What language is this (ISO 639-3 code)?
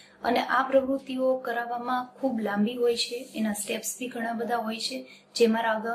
guj